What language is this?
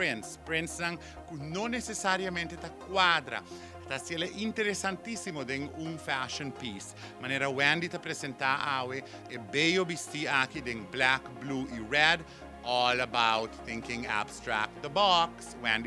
Papiamento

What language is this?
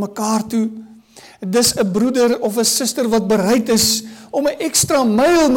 Afrikaans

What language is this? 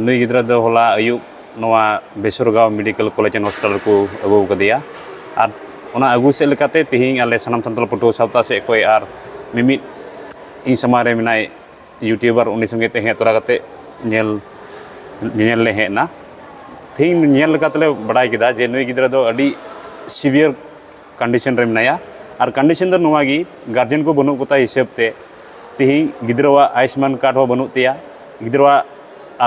Santali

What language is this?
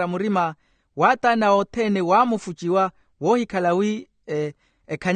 Makhuwa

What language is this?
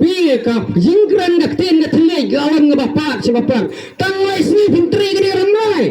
Khasi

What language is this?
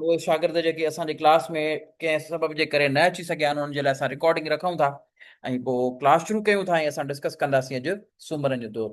Sindhi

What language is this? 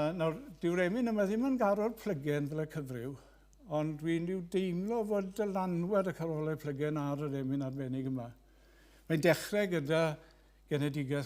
Welsh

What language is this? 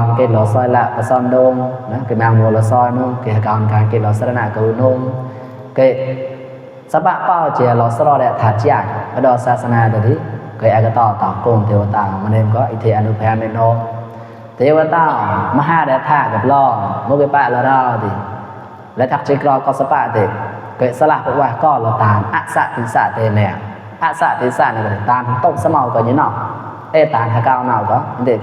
Mon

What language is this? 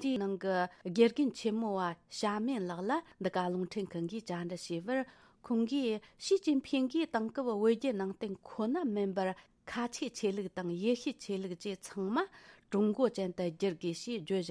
Tibetan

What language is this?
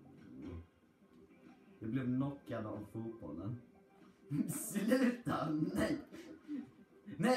Swedish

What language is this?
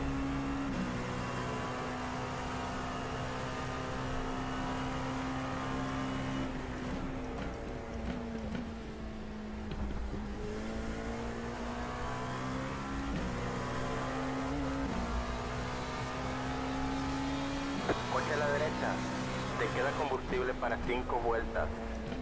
Spanish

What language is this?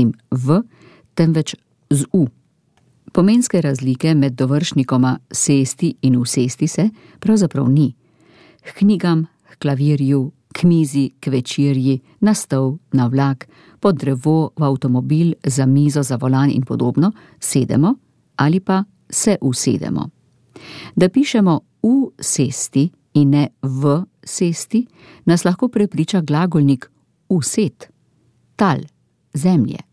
Slovenian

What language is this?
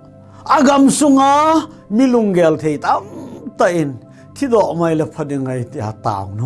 Thado Chin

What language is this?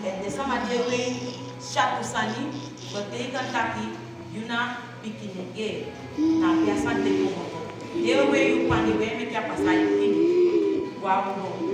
Saramaccan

